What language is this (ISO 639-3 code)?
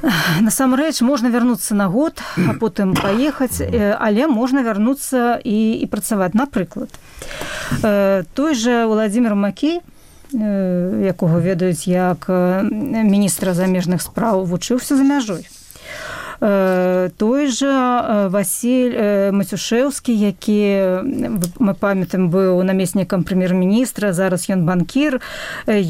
bel